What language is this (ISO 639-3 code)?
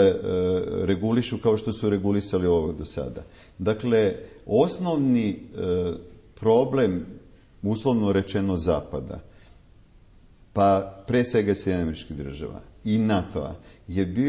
srp